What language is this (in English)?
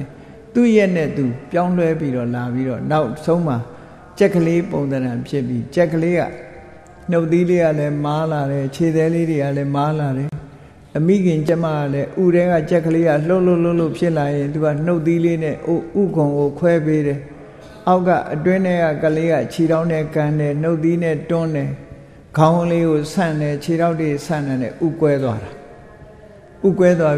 Burmese